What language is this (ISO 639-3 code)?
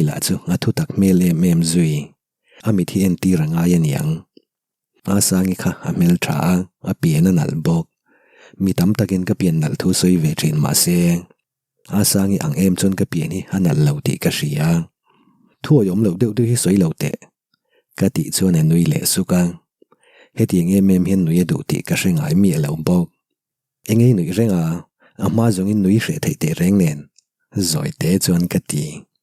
lus